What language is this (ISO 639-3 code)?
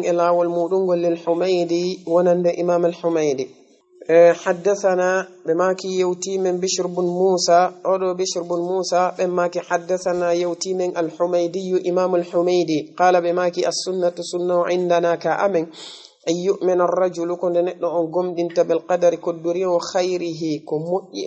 ful